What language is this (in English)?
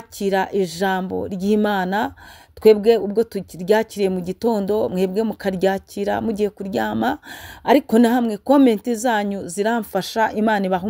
Kinyarwanda